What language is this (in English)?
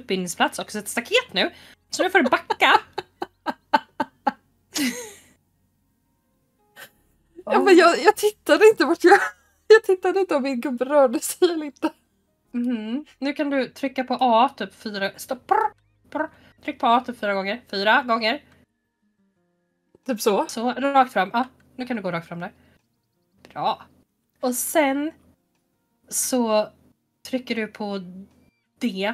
Swedish